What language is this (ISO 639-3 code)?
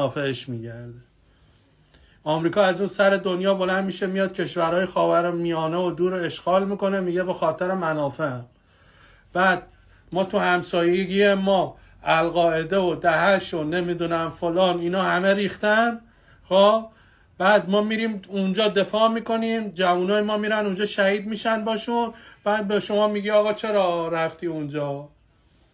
fas